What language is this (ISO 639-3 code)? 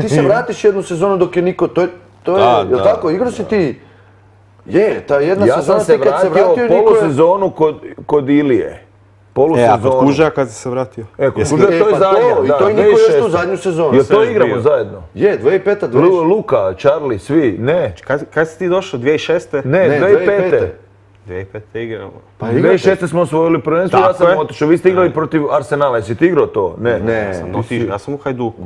hrv